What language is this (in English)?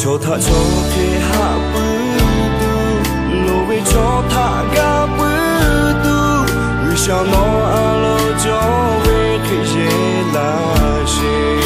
Lahu